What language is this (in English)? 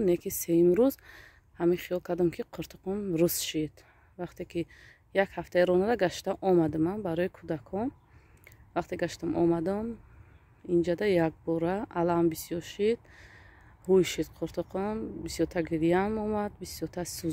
Tajik